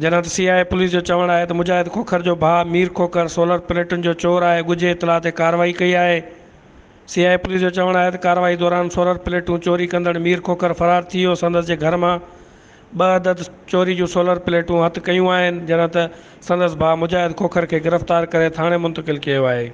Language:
Sindhi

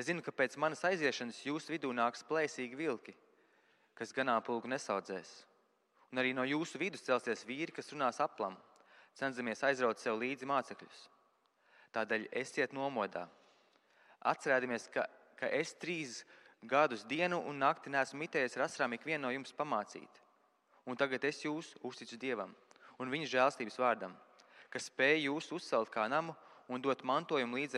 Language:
Latvian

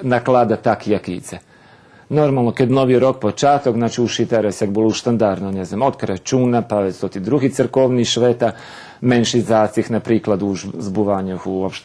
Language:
Rusyn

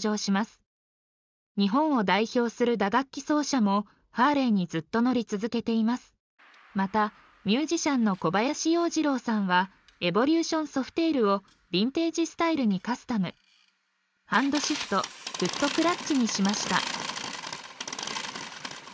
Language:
Japanese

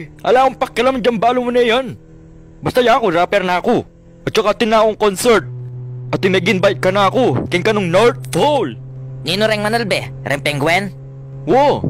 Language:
Pampanga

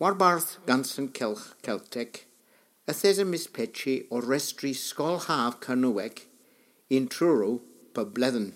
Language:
Cornish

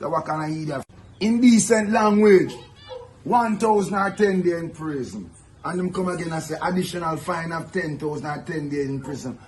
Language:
Jamaican Creole English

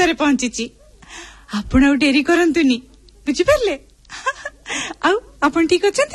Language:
Odia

